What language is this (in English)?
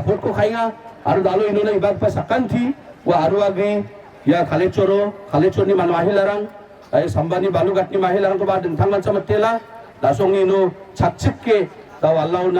Garo